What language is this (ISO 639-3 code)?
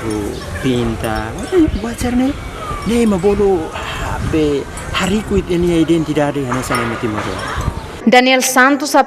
tet